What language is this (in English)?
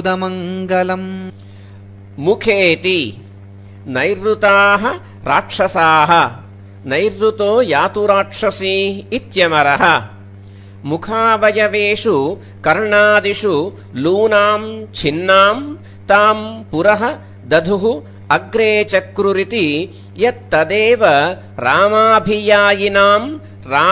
Sanskrit